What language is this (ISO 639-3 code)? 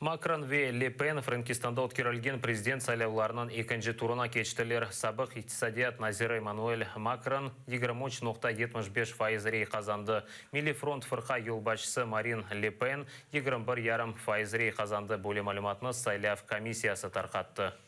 crh